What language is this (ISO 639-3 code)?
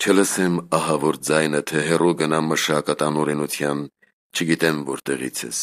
hye